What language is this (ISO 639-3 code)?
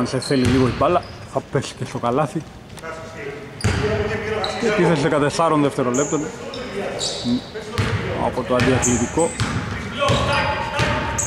ell